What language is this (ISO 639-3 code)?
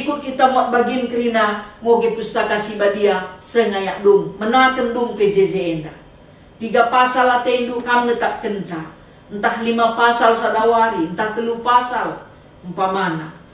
btx